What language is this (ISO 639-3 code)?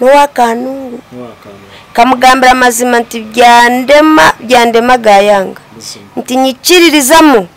nyn